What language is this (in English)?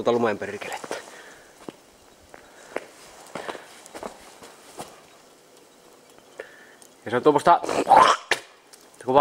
Finnish